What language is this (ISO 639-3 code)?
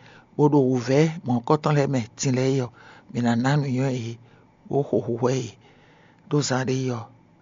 fon